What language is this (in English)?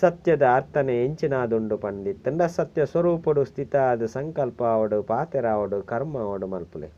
Tulu